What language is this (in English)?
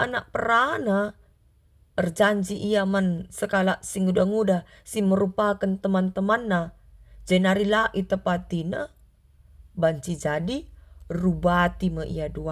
Batak Karo